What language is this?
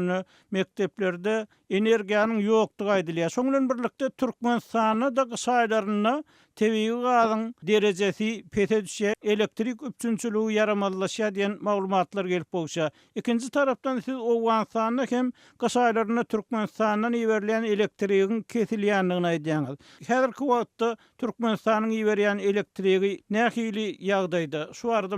Turkmen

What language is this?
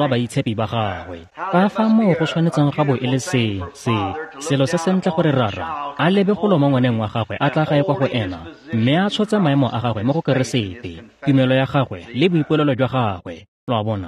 Tswana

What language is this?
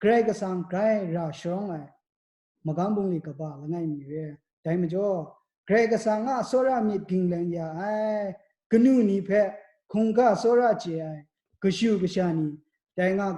Kachin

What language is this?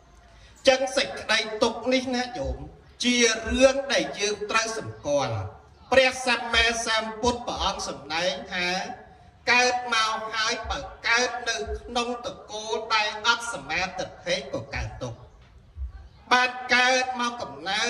Khmer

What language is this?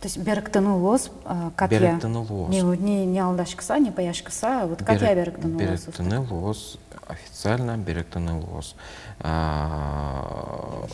Udmurt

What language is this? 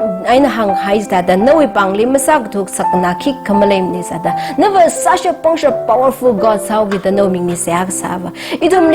Tangkhul Naga (India)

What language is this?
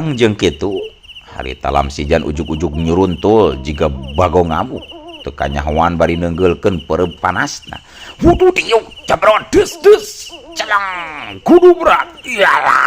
Sundanese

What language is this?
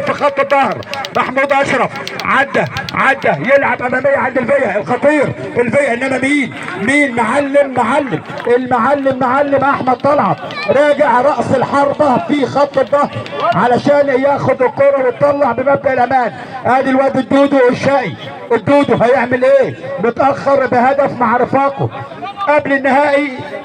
Egyptian Arabic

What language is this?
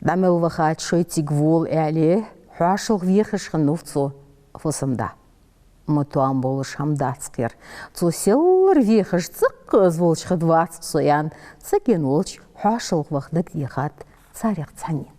Ingush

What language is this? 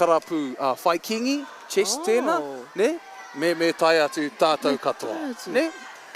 Māori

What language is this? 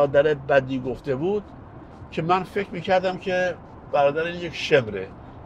Persian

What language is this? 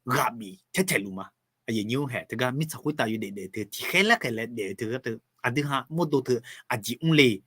Akha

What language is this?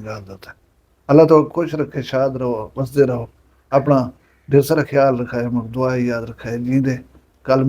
Saraiki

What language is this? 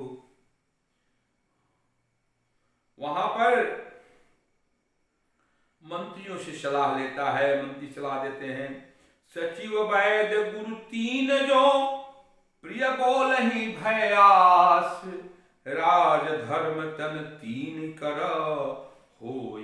Hindi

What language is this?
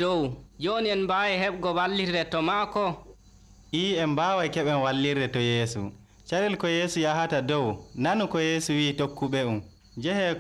Nigerian Fulfulde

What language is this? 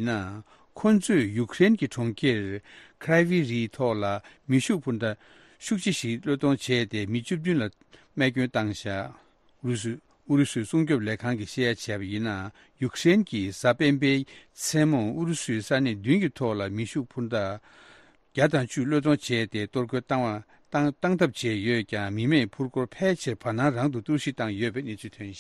Tibetan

